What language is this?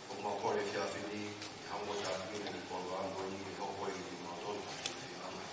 Tongan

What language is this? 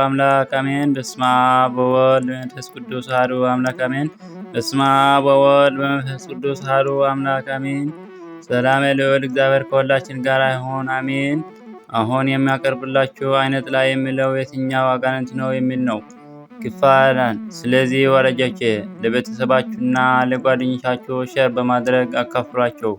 Amharic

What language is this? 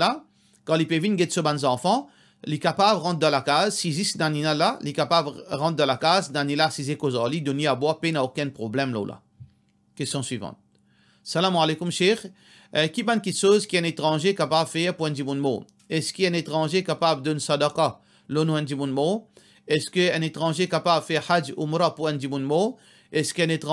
Morisyen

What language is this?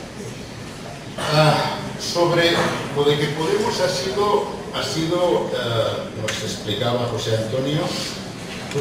Spanish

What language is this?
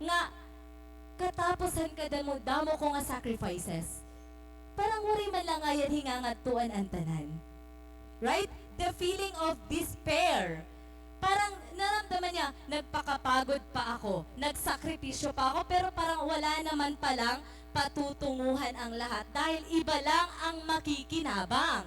Waray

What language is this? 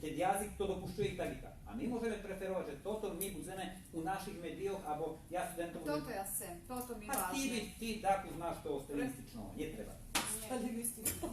Rusyn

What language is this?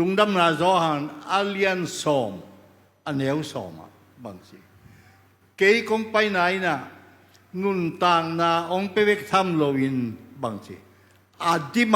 Tedim Chin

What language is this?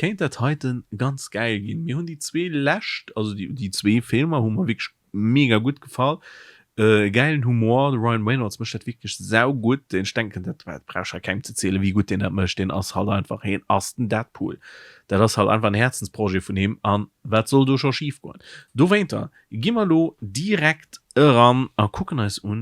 Luxembourgish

